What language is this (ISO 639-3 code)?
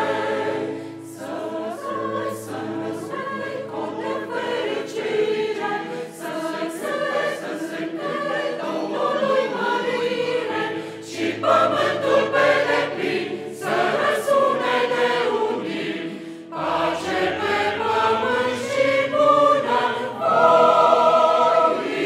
ron